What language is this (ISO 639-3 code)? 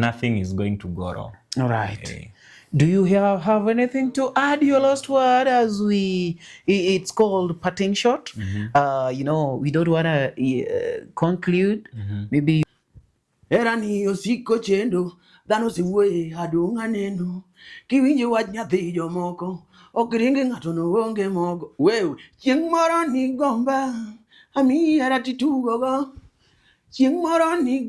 luo